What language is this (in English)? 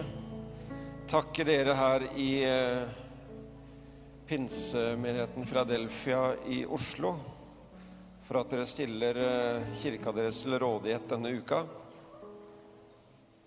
Norwegian